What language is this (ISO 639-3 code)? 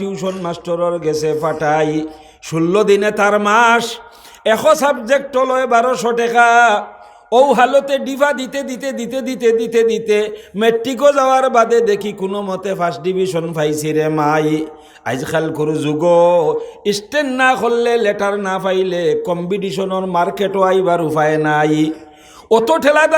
syl